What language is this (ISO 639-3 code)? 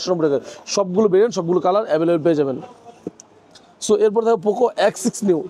ben